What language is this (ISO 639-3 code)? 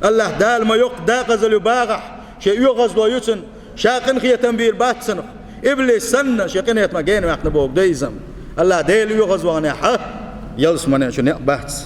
che